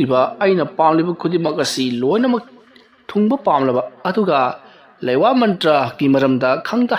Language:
Manipuri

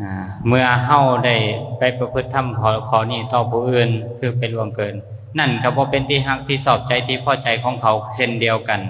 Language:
Lao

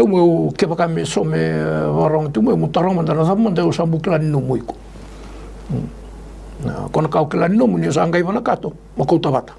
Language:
Fijian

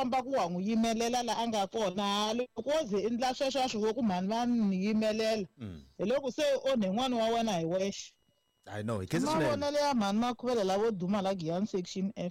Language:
Tsonga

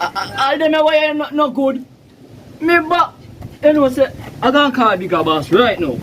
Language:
Jamaican Creole English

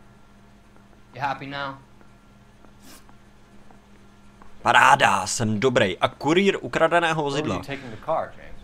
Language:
Czech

